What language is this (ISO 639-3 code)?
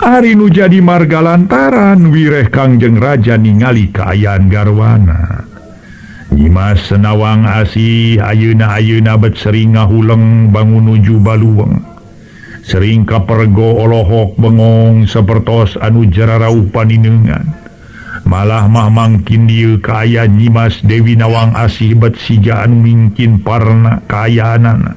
sun